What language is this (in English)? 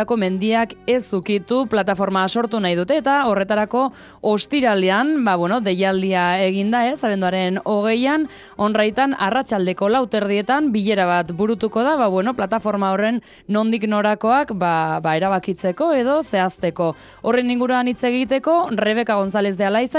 Basque